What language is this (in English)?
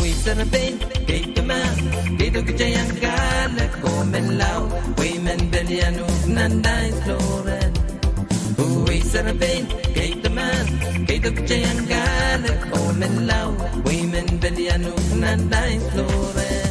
Pohnpeian